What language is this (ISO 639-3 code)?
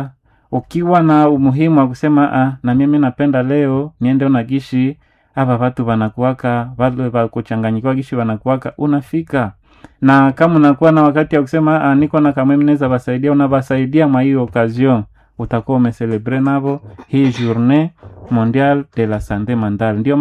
swa